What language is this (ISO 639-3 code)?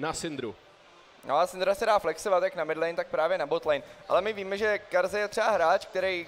ces